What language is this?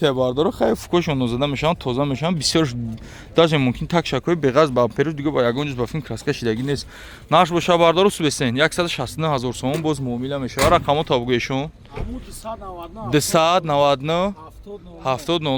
Tajik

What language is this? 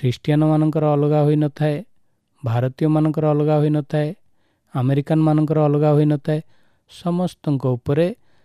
Odia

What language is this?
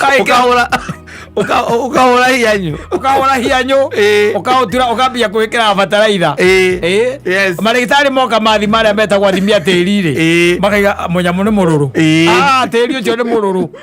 Kikuyu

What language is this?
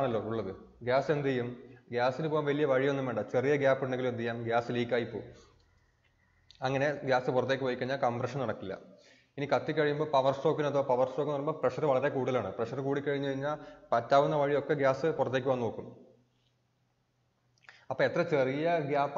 Malayalam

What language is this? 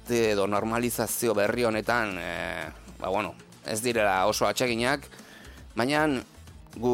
Basque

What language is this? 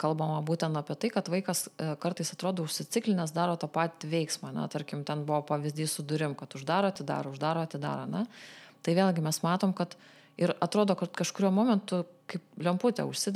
Lithuanian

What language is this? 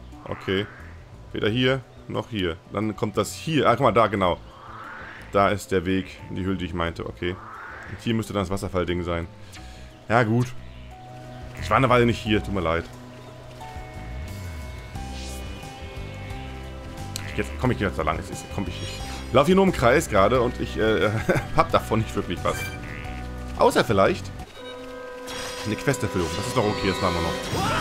German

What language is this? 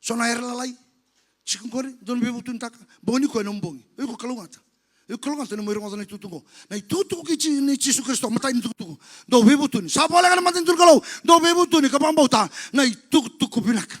Fijian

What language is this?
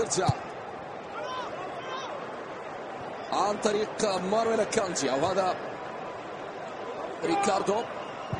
Arabic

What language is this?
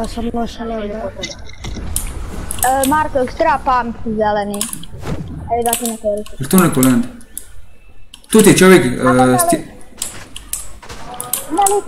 Croatian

